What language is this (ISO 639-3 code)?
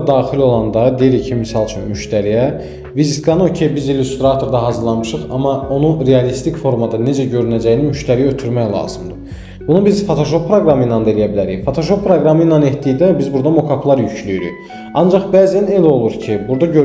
aze